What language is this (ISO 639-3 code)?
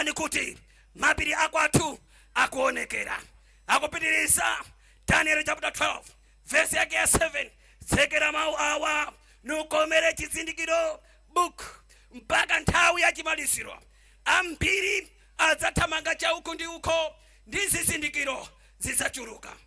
nya